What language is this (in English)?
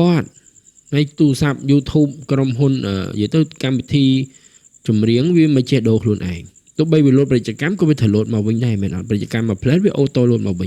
Khmer